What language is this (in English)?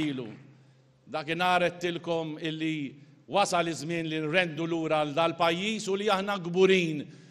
Maltese